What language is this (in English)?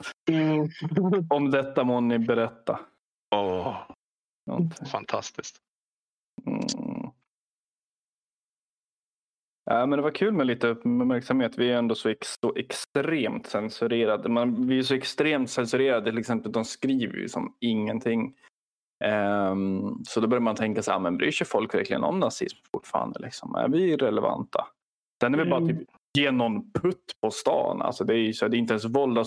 Swedish